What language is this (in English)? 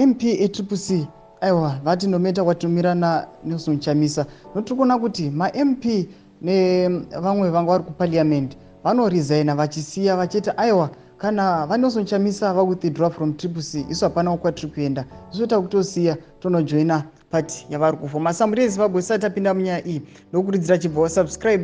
Shona